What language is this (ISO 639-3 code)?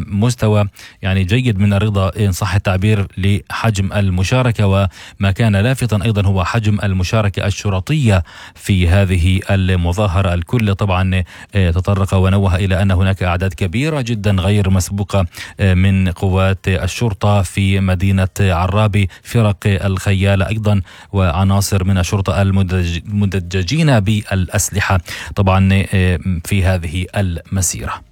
ara